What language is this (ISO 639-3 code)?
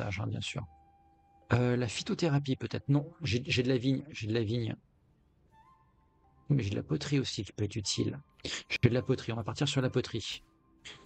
fra